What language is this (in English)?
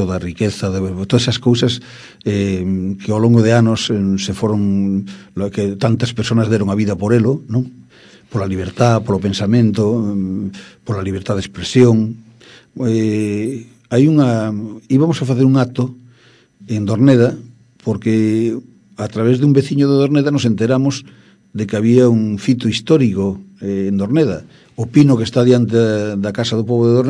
Galician